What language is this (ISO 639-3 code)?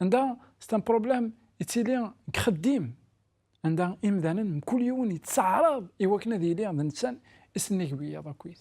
kab